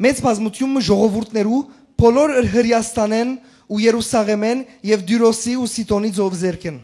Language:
Western Armenian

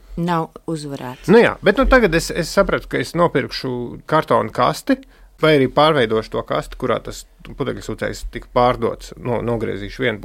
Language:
Latvian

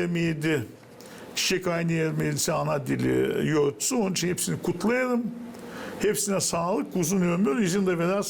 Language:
Gagauz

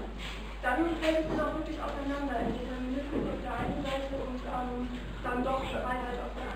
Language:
German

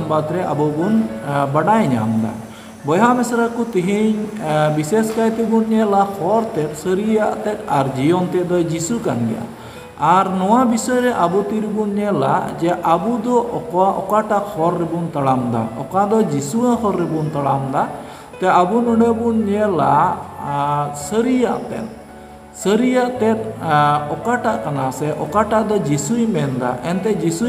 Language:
Santali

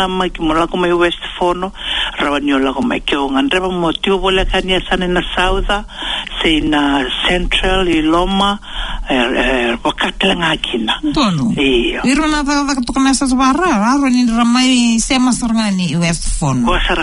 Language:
Fijian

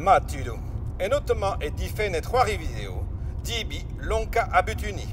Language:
Breton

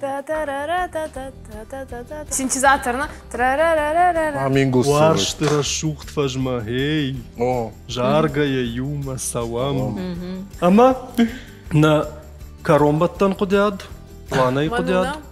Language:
Ossetic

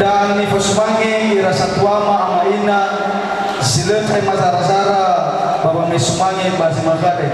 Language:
Nias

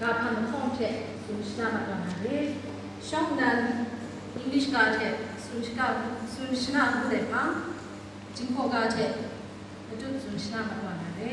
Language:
Kachin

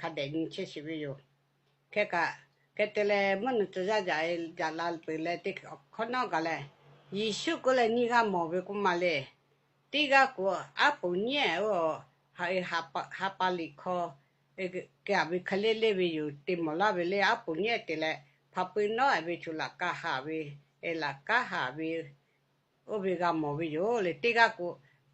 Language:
Lahu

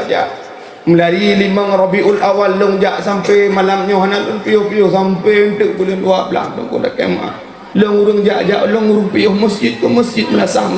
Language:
Achinese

